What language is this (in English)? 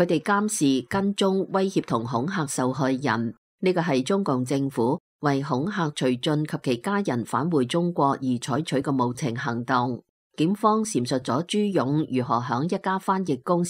Cantonese